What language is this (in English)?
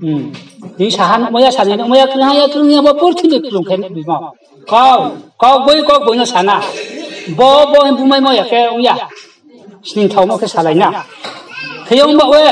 Riang (India)